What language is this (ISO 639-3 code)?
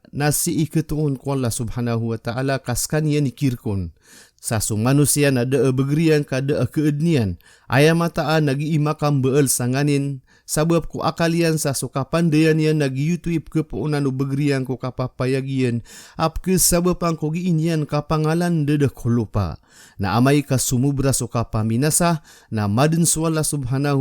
mrw